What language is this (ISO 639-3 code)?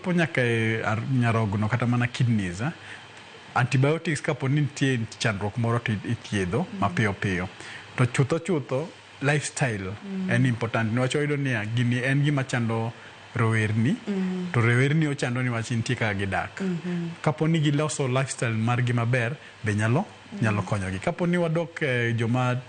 luo